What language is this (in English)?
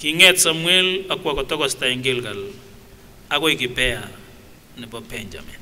Kipsigis